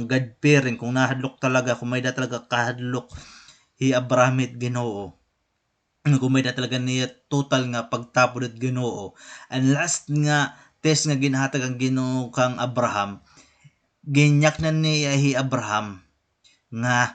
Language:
Waray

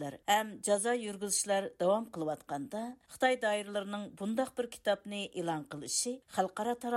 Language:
Uyghur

